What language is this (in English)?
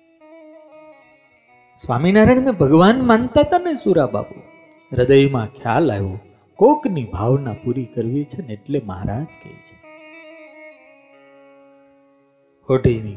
Gujarati